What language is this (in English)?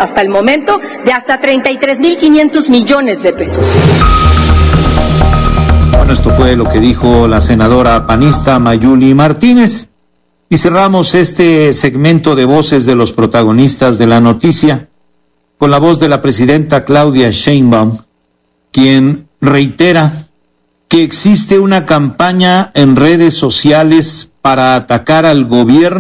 Spanish